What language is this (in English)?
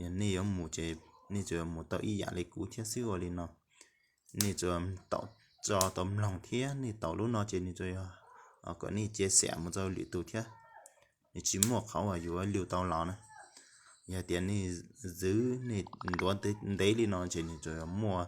Hmong